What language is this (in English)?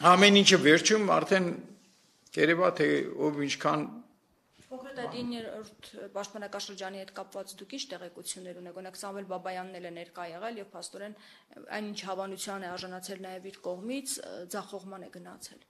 Armenian